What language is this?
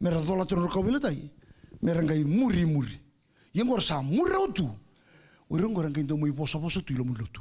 Fijian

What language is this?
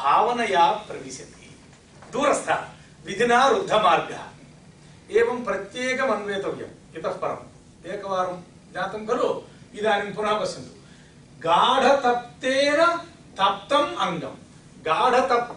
Sanskrit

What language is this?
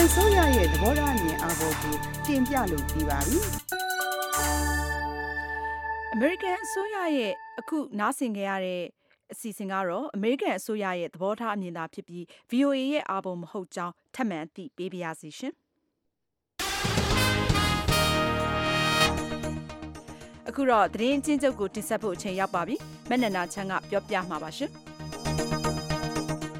Burmese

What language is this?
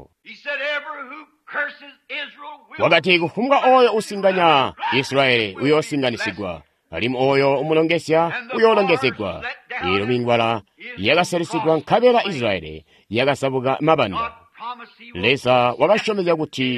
Tonga (Zambia)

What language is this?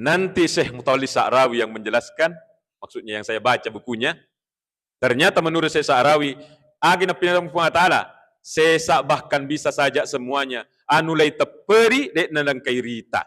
Buginese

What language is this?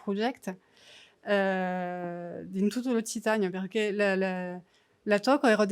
Occitan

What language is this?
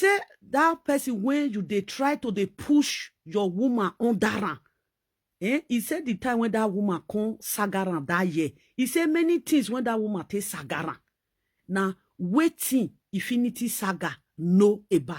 Nigerian Pidgin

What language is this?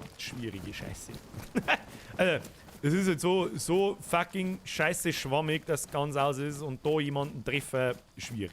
Bavarian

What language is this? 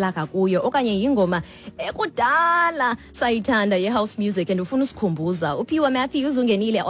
Xhosa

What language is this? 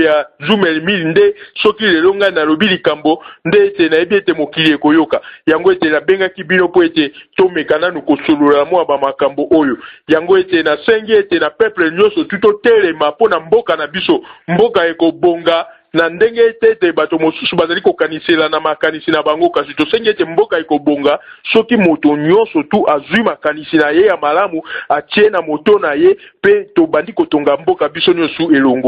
Lingala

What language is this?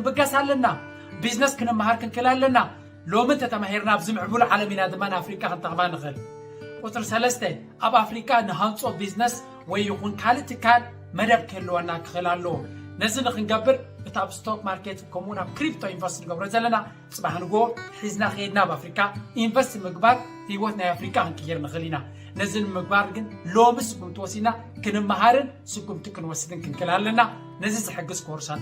Tigrinya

